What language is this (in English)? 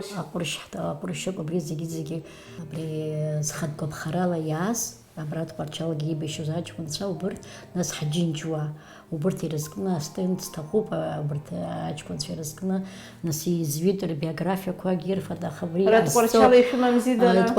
Abkhazian